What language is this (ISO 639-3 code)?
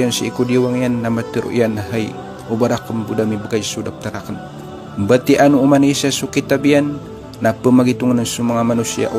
mrw